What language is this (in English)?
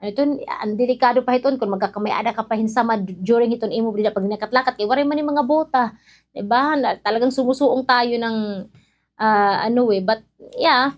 Waray